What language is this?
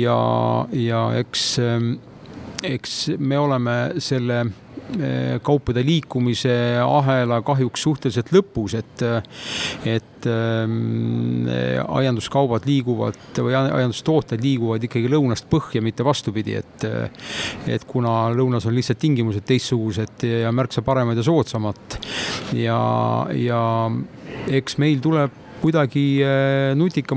Estonian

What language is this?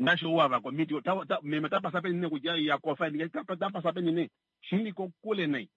Kuanyama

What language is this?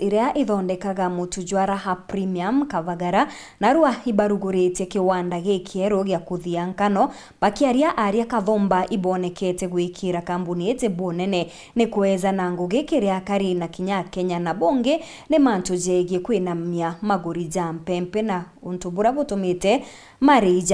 Meru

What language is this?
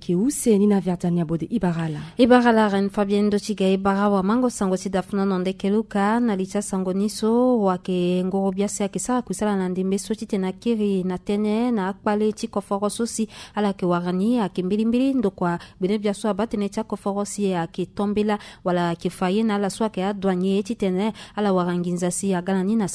Sango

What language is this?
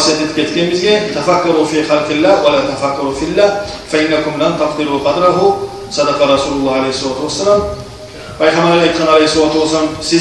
Kumyk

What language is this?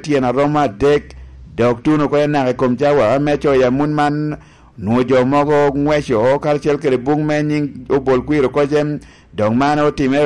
Lango (Uganda)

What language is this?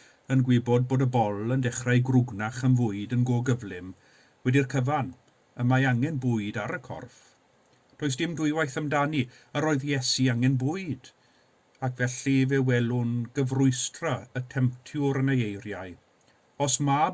Welsh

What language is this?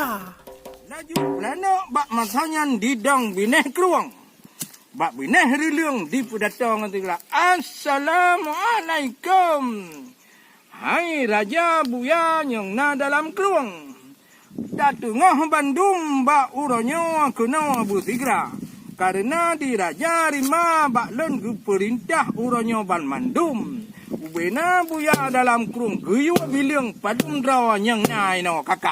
Achinese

